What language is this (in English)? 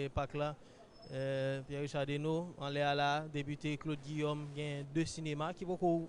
Haitian Creole